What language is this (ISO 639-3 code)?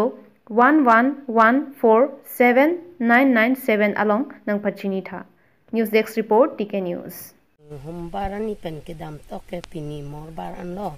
mjw